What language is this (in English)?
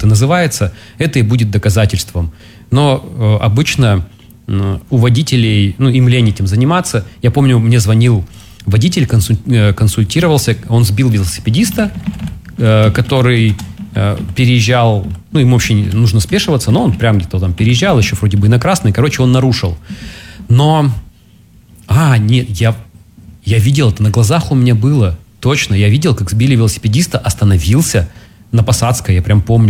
Russian